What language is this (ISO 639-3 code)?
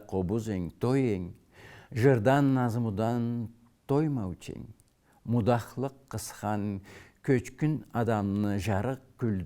krc